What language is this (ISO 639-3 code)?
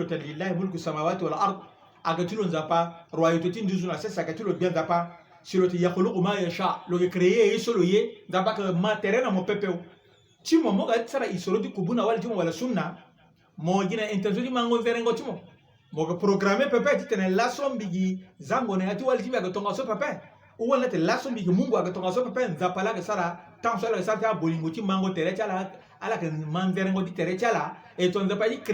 sag